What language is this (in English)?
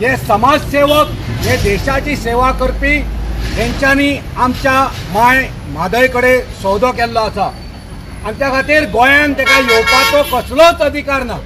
Konkani